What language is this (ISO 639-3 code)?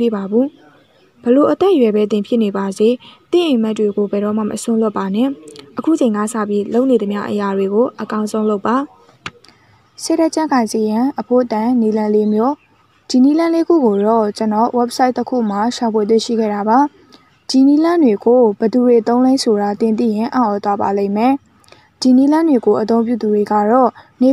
mya